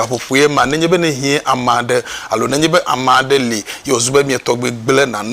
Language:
Ewe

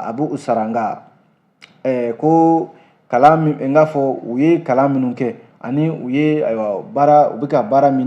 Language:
Bambara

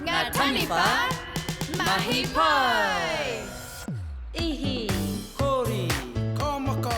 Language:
Māori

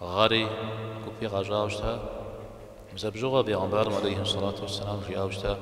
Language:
Kabardian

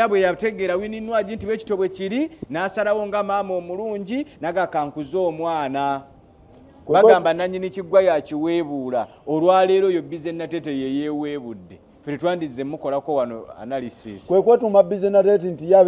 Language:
Ganda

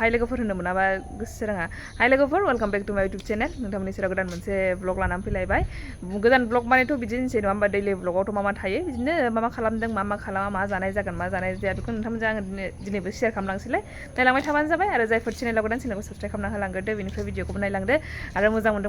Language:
Bodo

